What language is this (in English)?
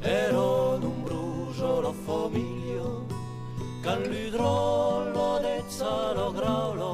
Occitan